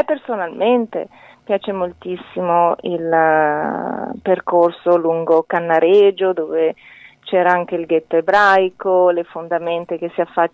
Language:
Italian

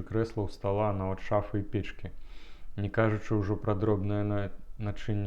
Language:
Belarusian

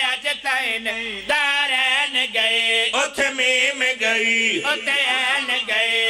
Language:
Pahari-Potwari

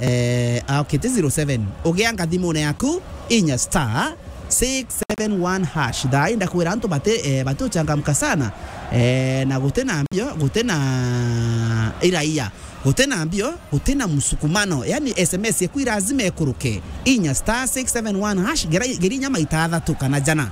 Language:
Meru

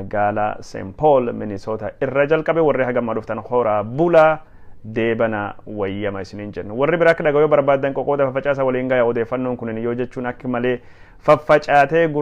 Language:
Oromo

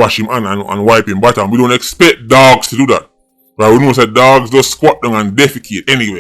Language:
Jamaican Creole English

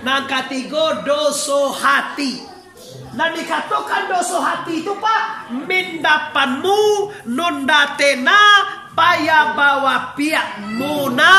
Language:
Minangkabau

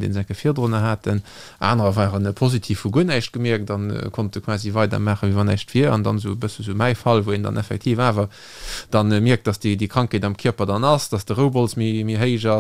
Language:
Luxembourgish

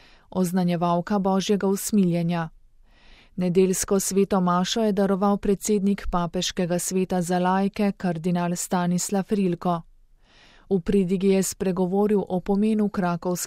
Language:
Slovenian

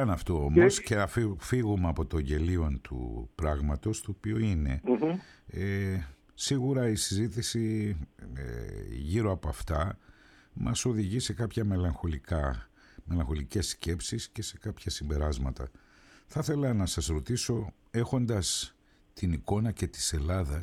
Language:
Greek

